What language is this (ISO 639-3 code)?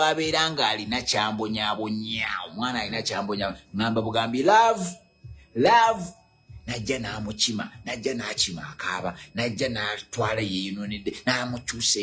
lug